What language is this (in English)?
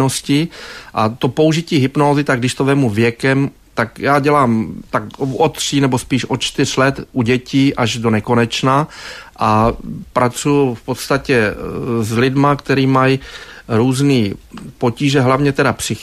Czech